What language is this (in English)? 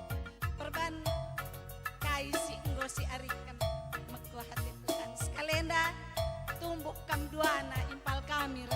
Batak Karo